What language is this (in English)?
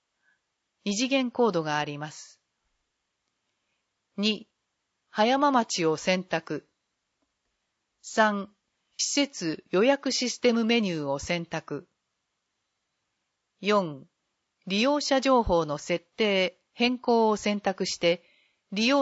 Japanese